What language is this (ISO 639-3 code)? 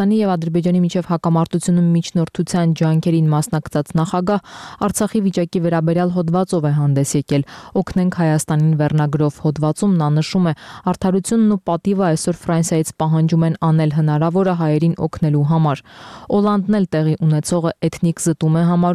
hye